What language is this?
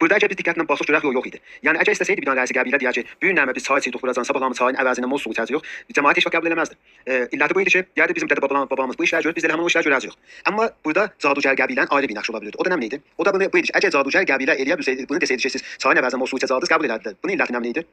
South Azerbaijani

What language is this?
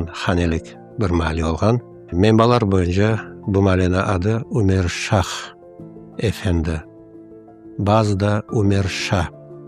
Crimean Tatar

